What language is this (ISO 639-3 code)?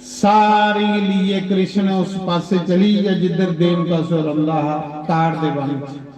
doi